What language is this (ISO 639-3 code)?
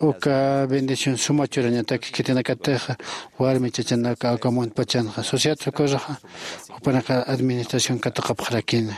aym